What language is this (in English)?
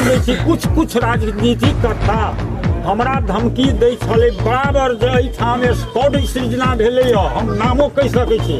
Maithili